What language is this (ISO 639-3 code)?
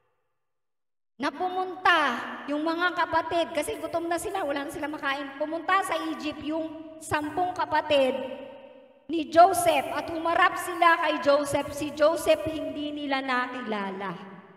fil